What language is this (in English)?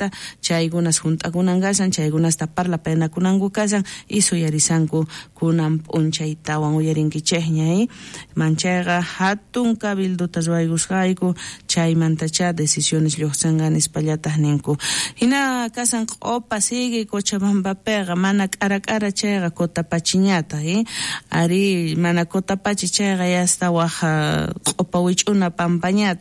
South Bolivian Quechua